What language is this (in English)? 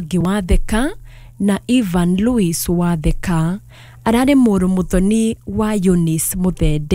Kikuyu